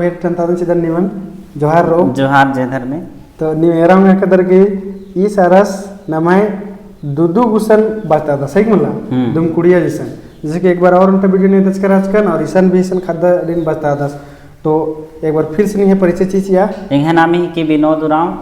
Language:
Kurukh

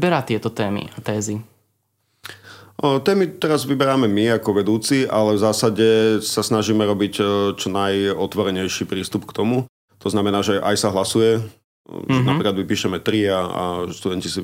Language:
Slovak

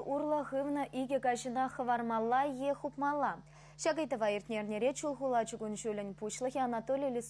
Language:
Chuvash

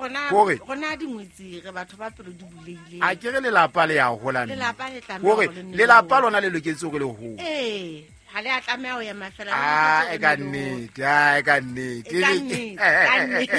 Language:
Southern Sotho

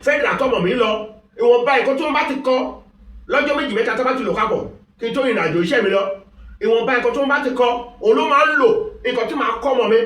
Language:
Yoruba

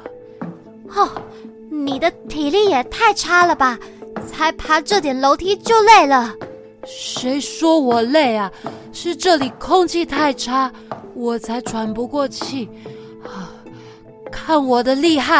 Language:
Chinese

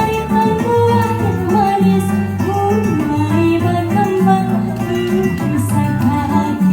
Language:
Banjar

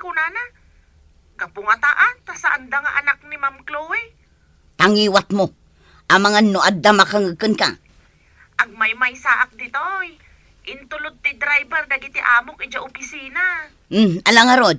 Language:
Iloko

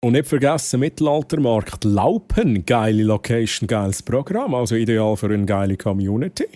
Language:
Swiss German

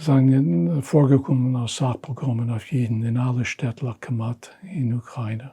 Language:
Yiddish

